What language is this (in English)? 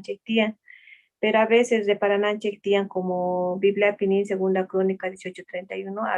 South Bolivian Quechua